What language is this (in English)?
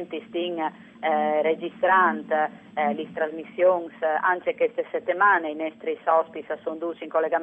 Friulian